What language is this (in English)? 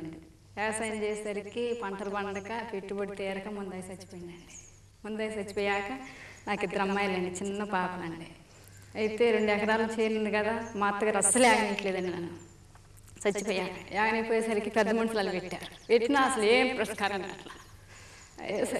Telugu